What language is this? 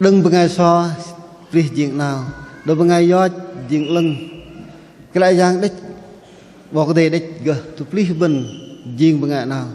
Bahnar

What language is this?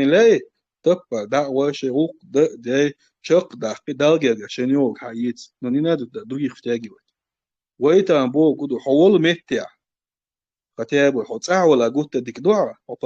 Chechen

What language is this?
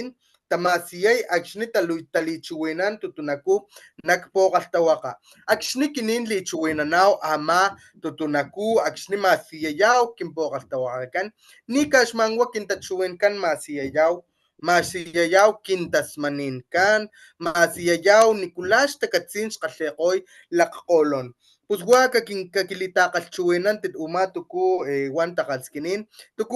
Papantla Totonac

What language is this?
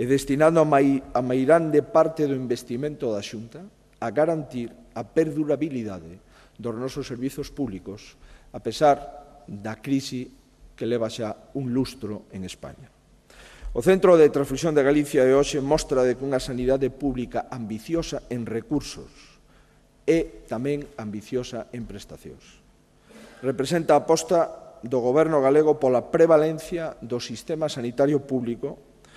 Galician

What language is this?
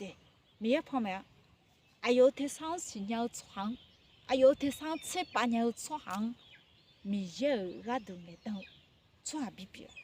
Akha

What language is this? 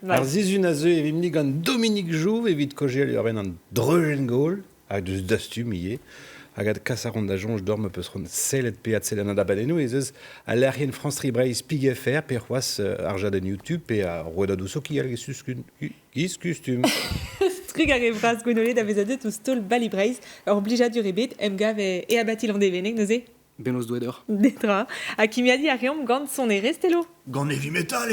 Breton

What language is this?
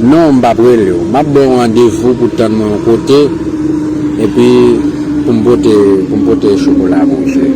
Haitian Creole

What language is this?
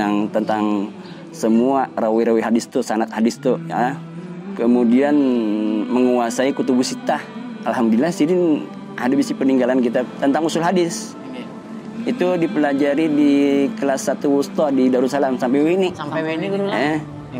Banjar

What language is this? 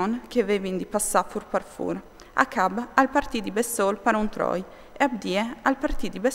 Friulian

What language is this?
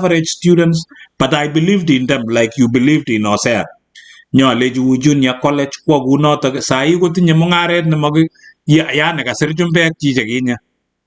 Kalenjin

